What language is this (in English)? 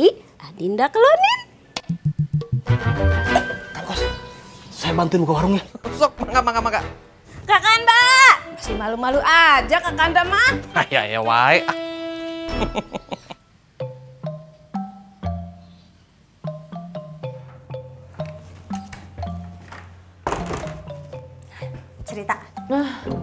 Indonesian